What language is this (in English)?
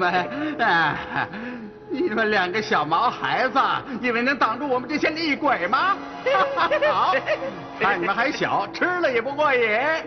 Chinese